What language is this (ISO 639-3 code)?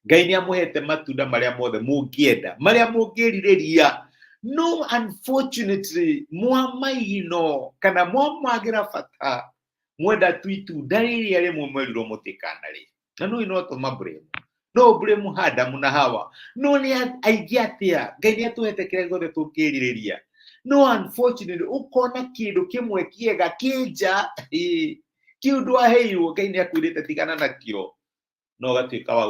kik